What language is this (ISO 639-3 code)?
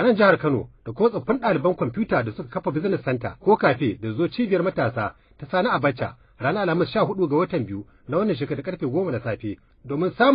hau